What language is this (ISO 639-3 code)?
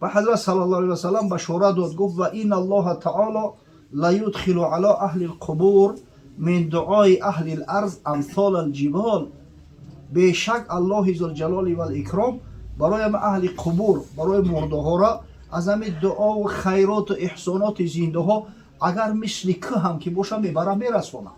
tgk